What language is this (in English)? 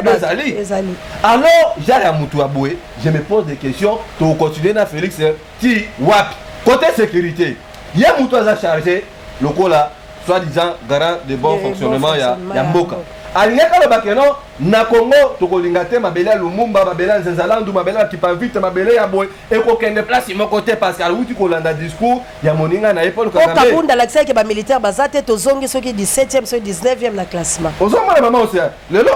Lingala